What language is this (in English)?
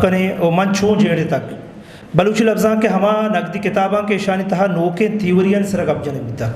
Eastern Balochi